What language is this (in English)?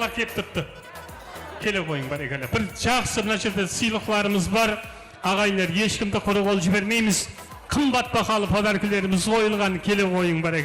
Kara-Kalpak